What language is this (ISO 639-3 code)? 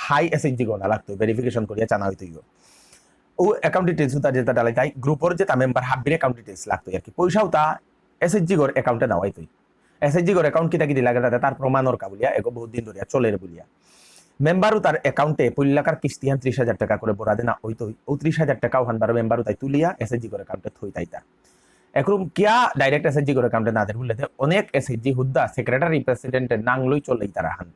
bpy